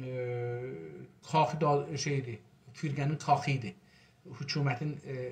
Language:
South Azerbaijani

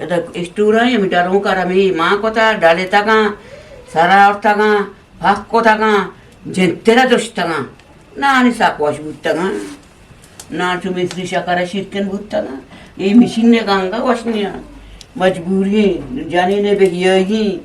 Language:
Eastern Balochi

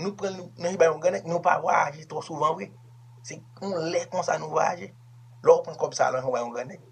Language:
Haitian Creole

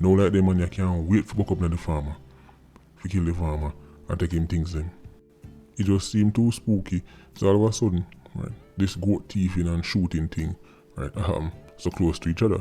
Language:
Jamaican Creole English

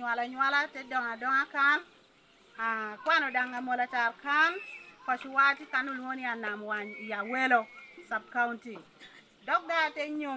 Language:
Lango (Uganda)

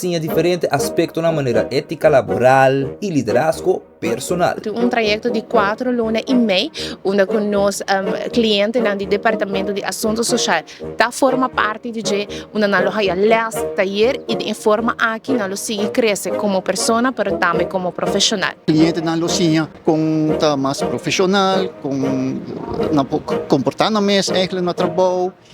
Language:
Papiamento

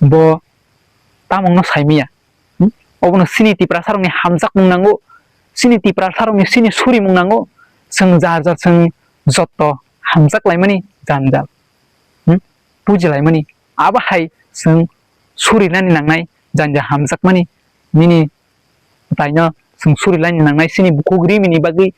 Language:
Kok Borok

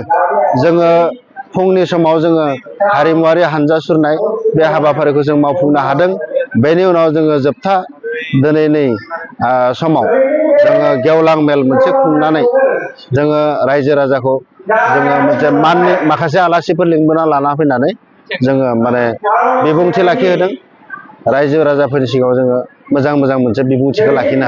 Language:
Bodo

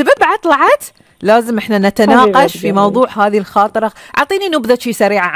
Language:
Gulf Arabic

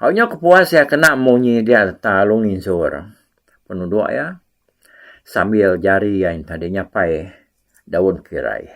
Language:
Iban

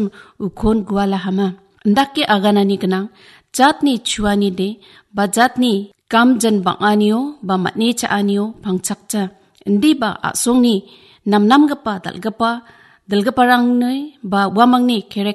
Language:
Garo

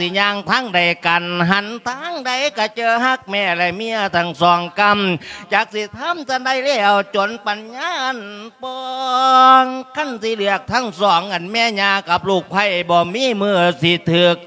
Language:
Lao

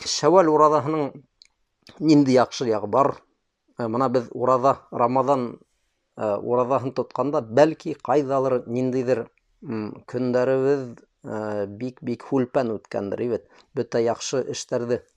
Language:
Bashkir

